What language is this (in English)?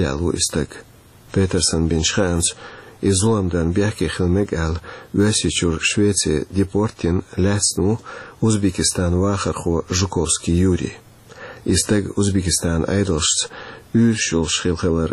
Chechen